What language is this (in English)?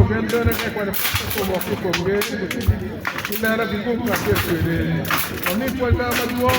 Acoli